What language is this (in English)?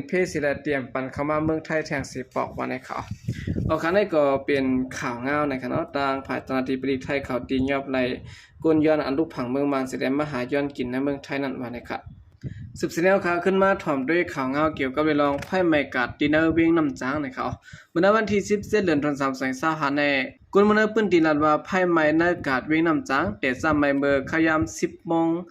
Shan